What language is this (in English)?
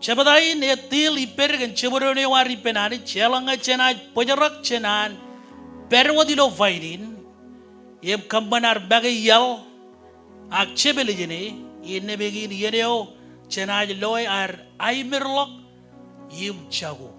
Marshallese